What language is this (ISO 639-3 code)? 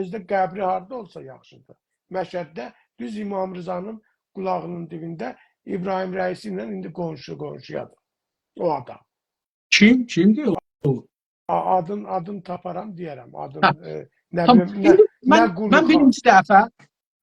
azb